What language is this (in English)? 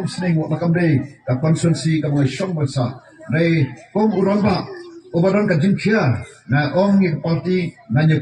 Khasi